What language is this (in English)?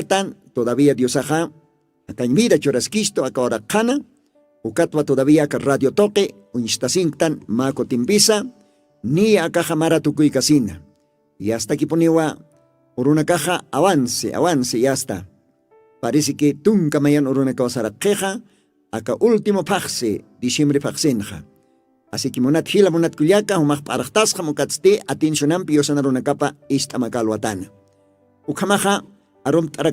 Aymara